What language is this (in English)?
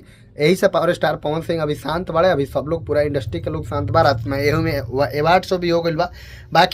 Bhojpuri